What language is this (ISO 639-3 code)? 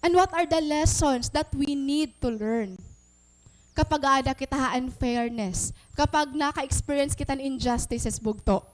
war